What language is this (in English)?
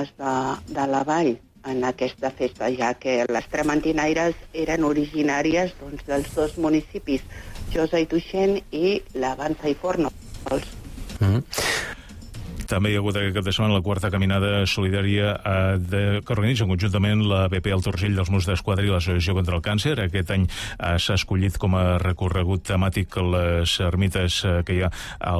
Catalan